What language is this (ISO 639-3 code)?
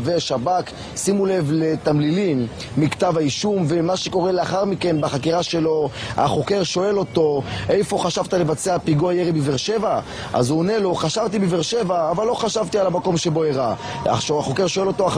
heb